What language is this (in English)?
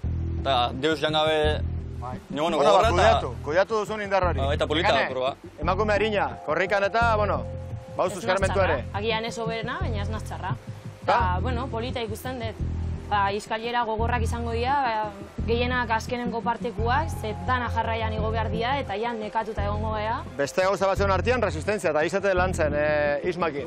Basque